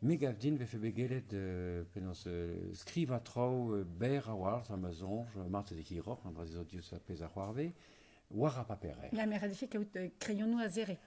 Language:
Breton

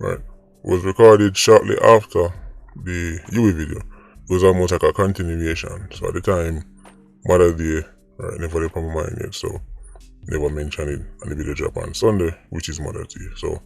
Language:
Jamaican Creole English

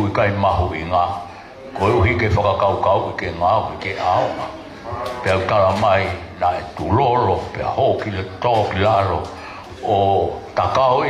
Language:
Tongan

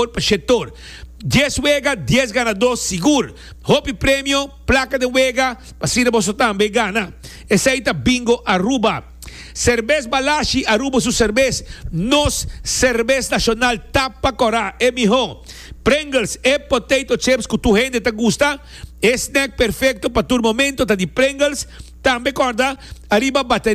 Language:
Papiamento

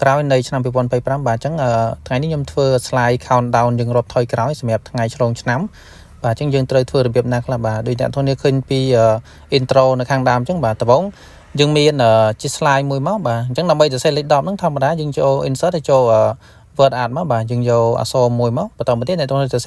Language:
Khmer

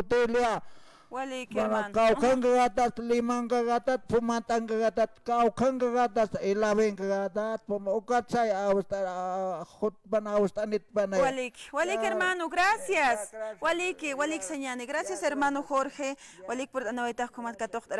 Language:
Aymara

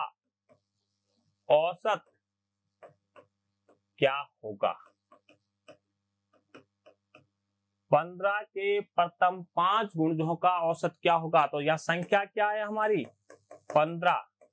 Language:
Hindi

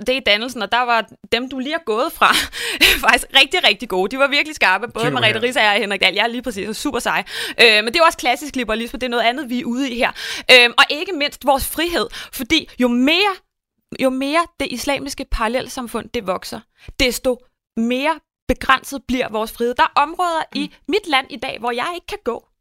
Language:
Danish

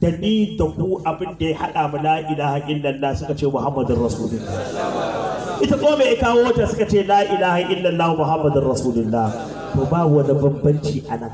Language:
Hausa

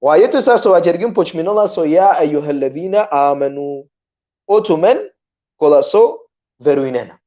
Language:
Balkan Romani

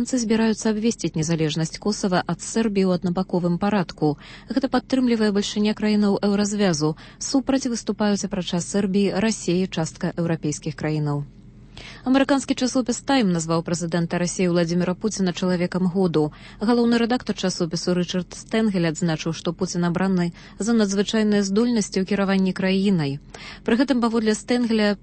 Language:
Belarusian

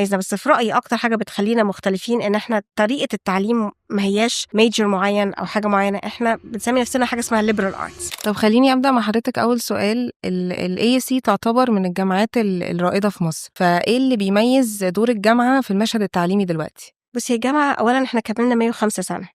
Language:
Egyptian Arabic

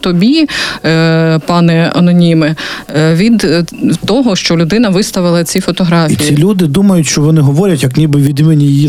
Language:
Ukrainian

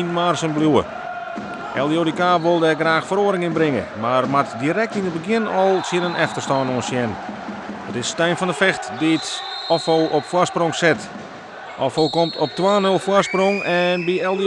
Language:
Western Frisian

